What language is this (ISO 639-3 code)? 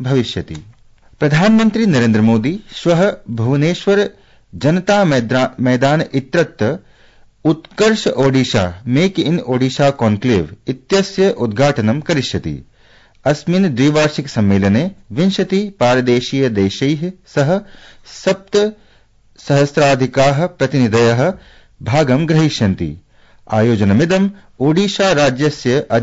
san